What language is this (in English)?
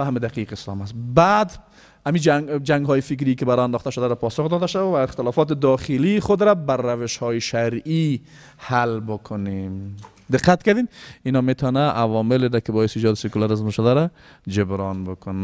Persian